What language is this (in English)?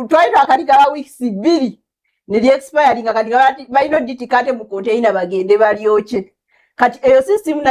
Ganda